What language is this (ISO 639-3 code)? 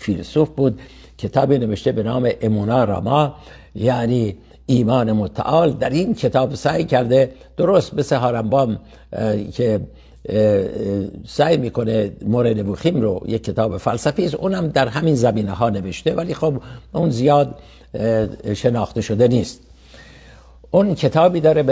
fas